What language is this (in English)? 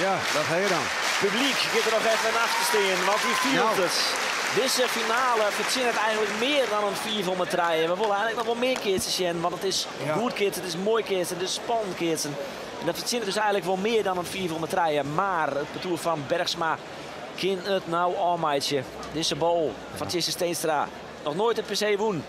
Western Frisian